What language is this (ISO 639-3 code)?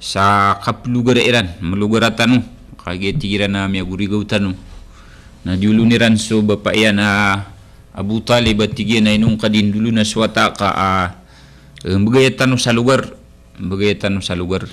mrw